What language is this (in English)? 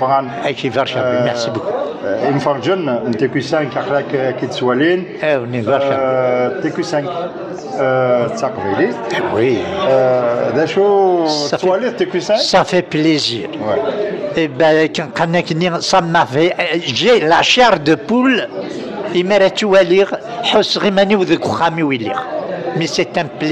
Kabyle